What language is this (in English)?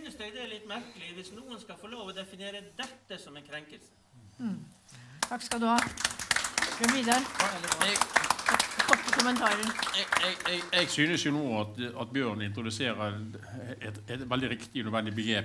Norwegian